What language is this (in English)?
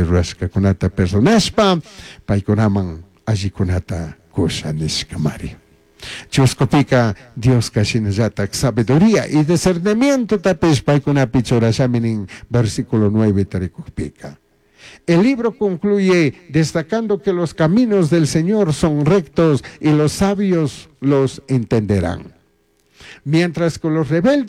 Chimborazo Highland Quichua